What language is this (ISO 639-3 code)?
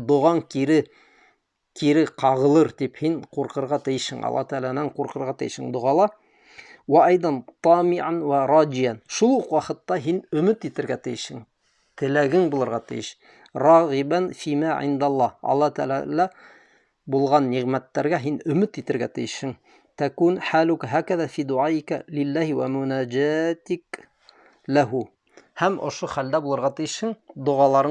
bak